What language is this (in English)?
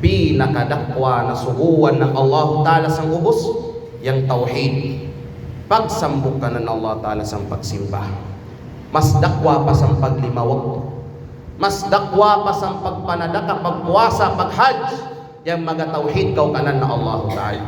Kalagan